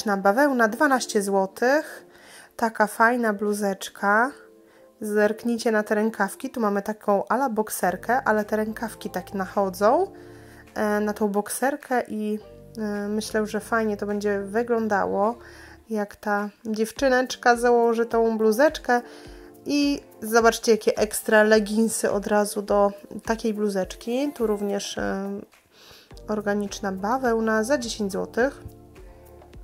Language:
Polish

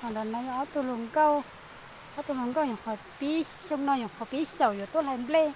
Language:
Hmong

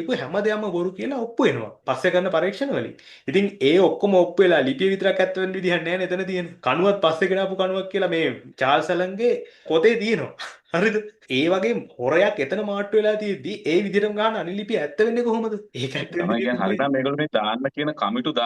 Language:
Sinhala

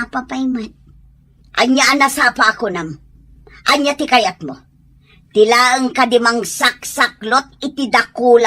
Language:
Iloko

